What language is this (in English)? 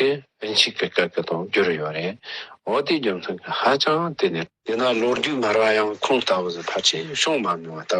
Tibetan